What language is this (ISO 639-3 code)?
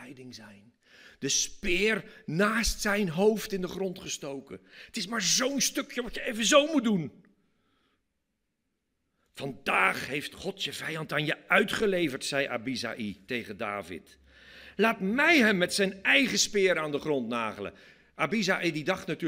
nld